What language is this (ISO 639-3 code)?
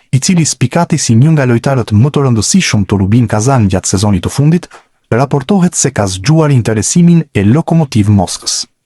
sqi